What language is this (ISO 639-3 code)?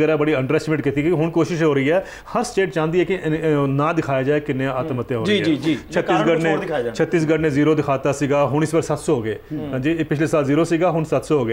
pan